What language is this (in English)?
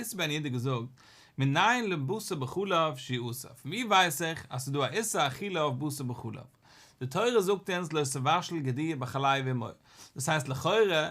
Yiddish